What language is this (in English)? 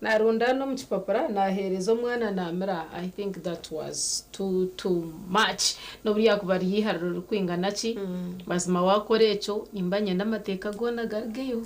Nyankole